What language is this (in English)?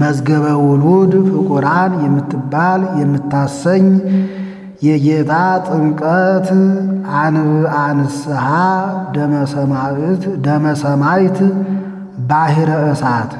Amharic